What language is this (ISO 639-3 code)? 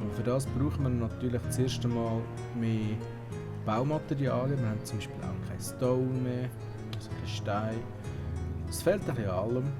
gsw